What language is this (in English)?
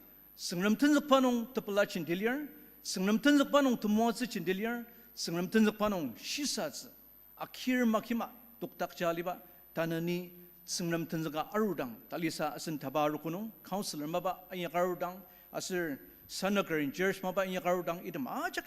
Ao Naga